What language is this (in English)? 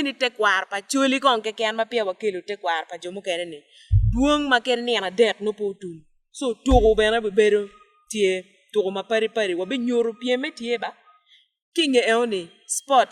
Acoli